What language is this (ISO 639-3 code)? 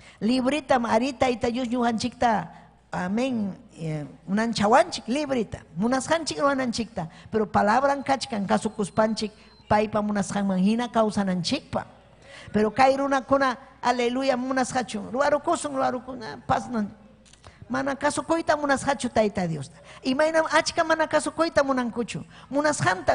quy